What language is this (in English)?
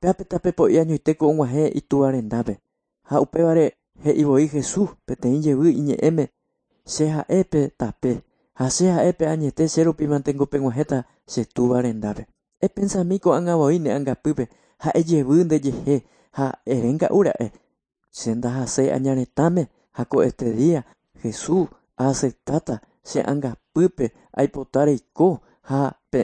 Guarani